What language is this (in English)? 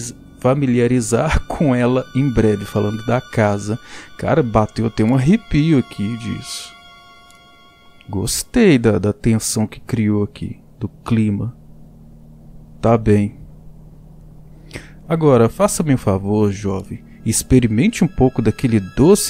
Portuguese